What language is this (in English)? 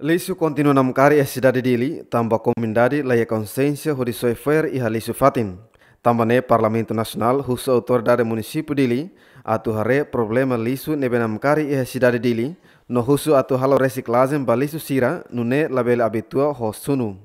Tetum